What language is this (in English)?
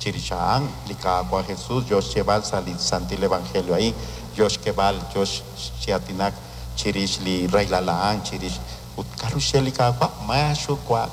Kekchí